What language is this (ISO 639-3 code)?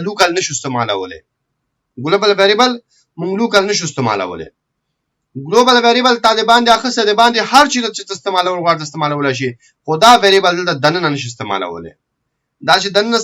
pus